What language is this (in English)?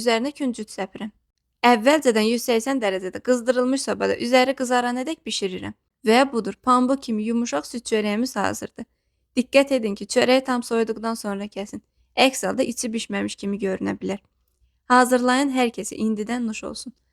Azerbaijani